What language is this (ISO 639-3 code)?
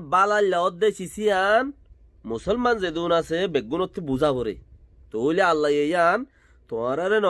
rhg